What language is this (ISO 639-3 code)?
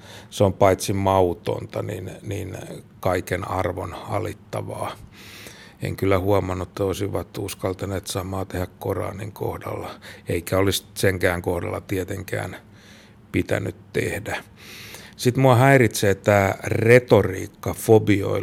fin